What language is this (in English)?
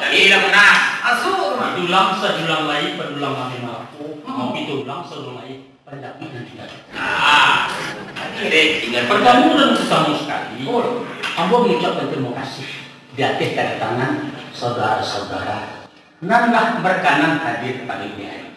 Minangkabau